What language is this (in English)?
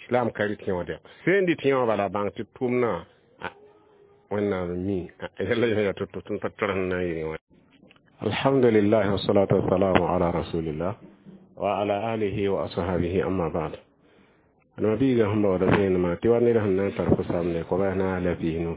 Mossi